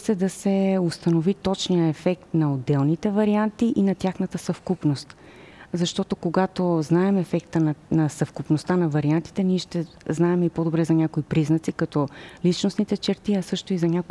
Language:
Bulgarian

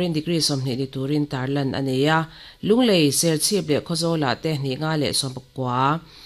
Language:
Mizo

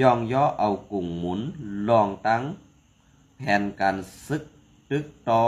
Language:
Shan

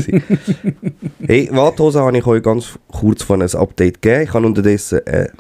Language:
Swiss German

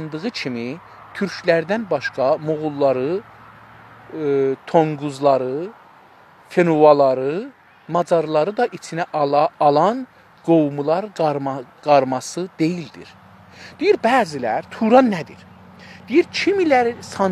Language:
South Azerbaijani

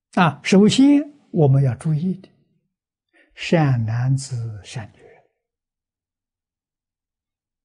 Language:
Chinese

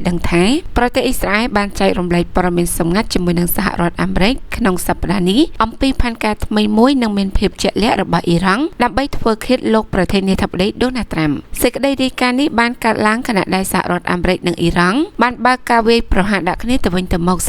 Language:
Khmer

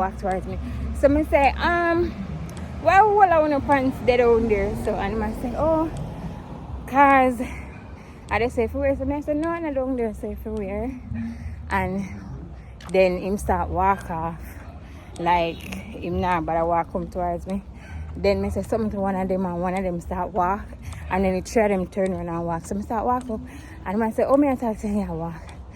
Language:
Jamaican Creole English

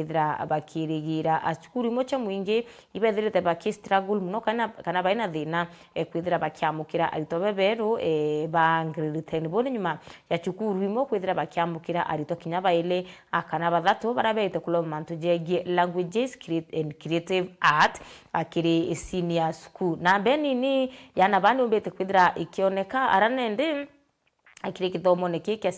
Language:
Meru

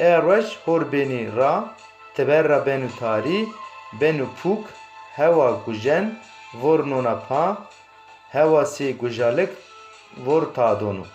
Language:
Zaza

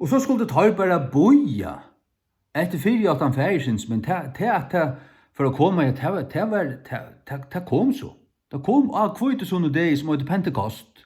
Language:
Faroese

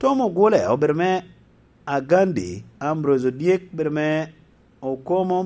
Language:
Lango (Uganda)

